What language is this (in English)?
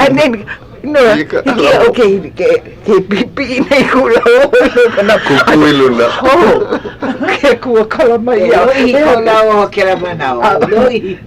Hawaiian